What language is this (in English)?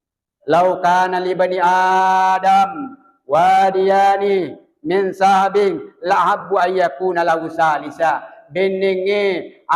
Buginese